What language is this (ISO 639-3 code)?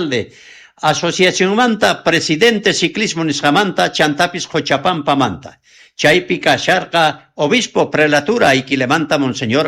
quh